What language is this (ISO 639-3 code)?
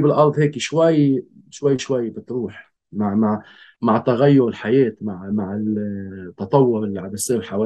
apc